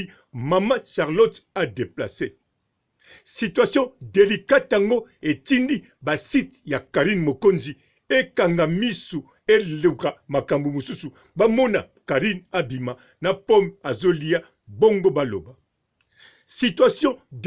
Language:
Lingala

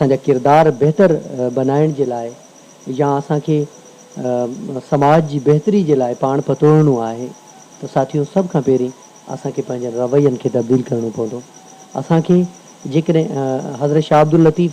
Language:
Sindhi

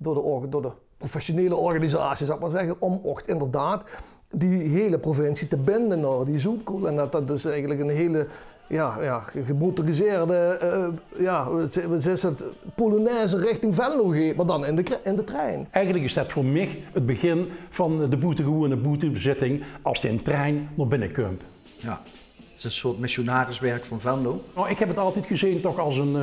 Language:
Limburgish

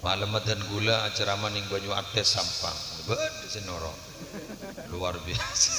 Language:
Madurese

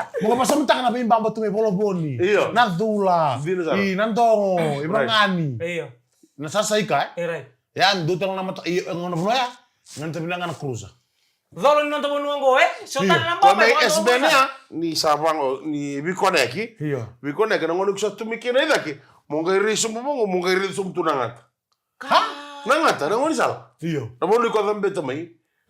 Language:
Fijian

